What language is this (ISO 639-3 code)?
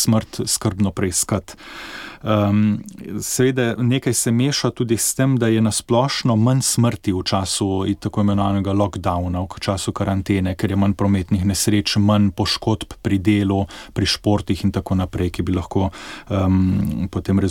slv